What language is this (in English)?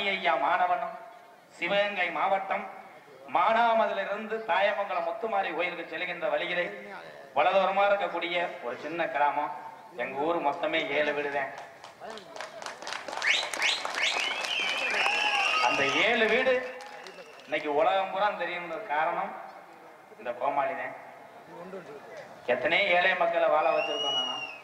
Tamil